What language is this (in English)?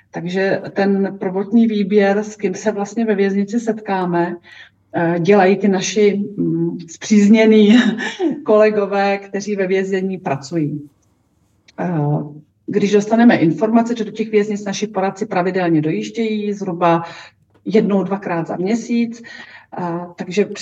Czech